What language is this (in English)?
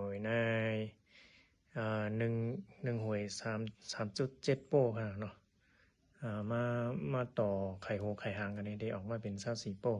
Shan